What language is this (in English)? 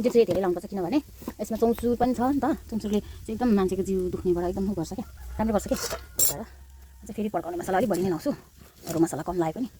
Nepali